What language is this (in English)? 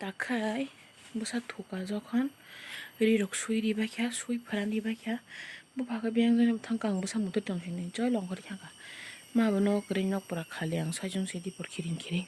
Kok Borok